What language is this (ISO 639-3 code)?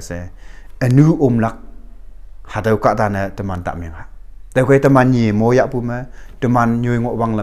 nbe